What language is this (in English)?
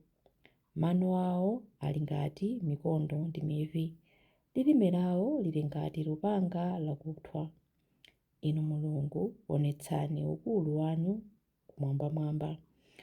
Nyanja